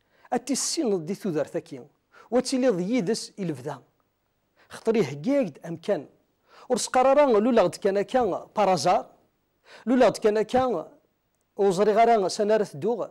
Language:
Kabyle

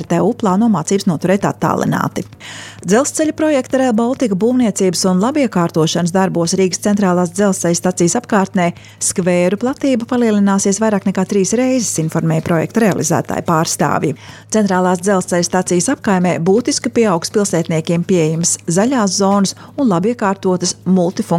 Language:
Latvian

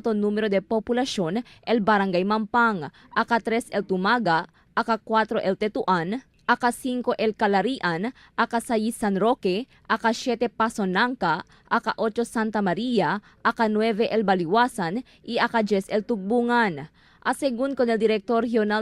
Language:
Chavacano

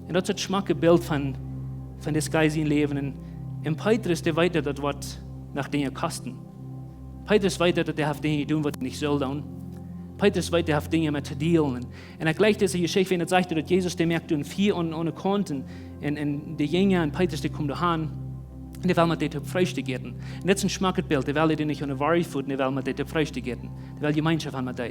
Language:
Plautdietsch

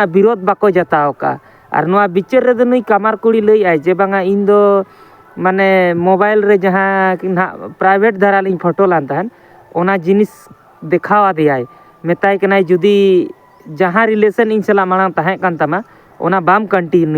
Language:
Santali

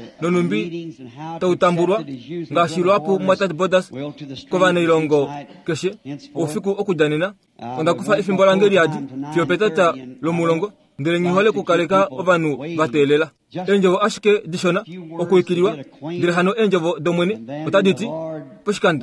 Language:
Kuanyama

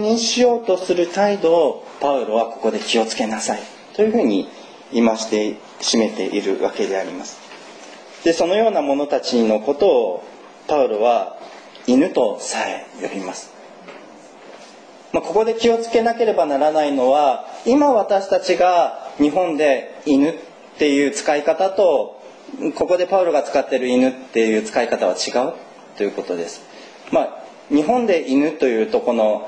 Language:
Japanese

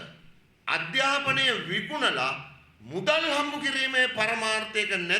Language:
Sinhala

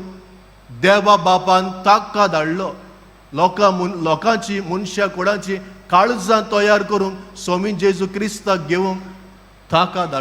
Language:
Konkani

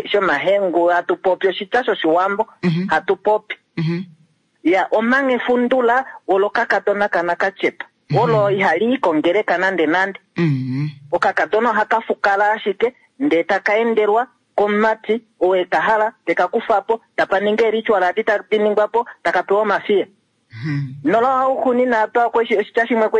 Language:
Kuanyama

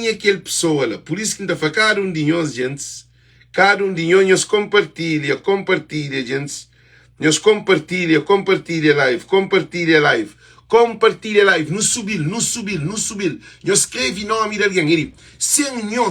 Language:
Kabuverdianu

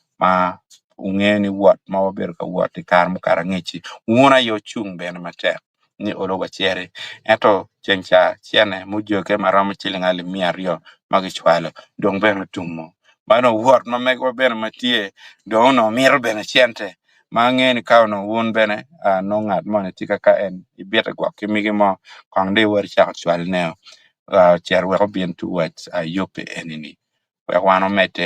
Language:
Acoli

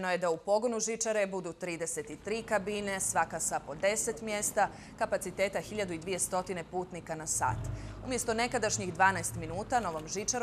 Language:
Croatian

